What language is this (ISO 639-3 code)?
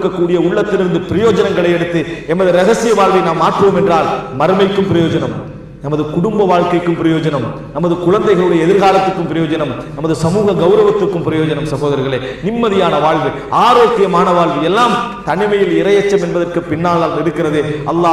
tam